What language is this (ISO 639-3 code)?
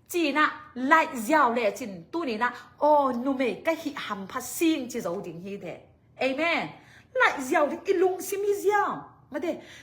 ctd